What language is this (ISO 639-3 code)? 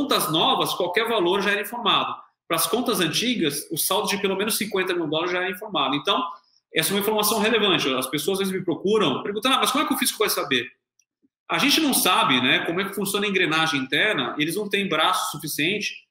por